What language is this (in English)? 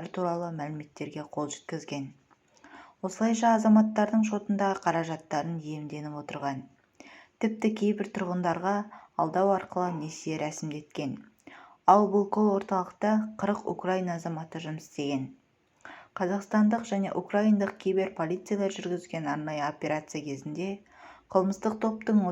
Kazakh